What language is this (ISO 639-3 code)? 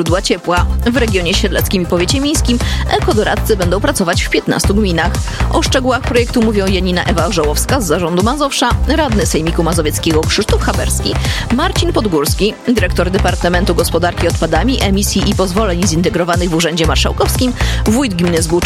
pol